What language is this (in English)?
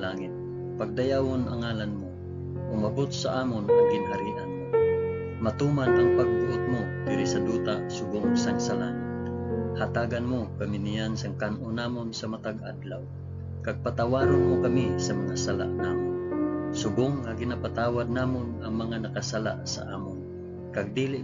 Hiligaynon